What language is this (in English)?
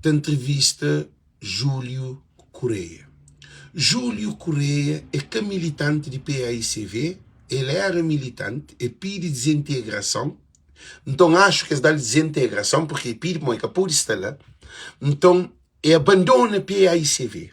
Kabuverdianu